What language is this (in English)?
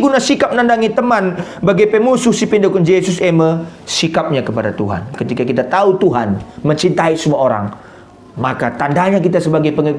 Batak Karo